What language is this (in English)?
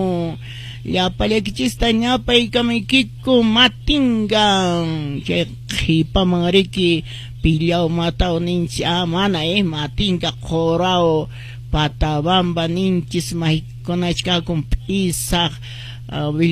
Quechua